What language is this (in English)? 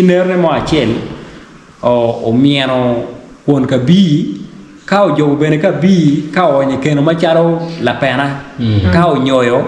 Acoli